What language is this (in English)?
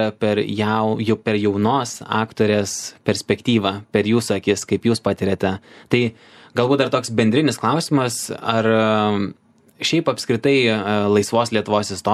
Lithuanian